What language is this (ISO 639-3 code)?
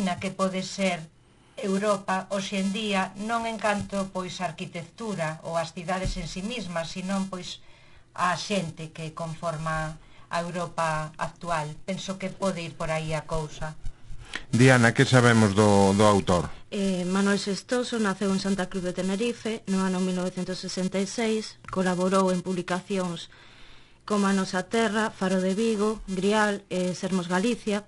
glg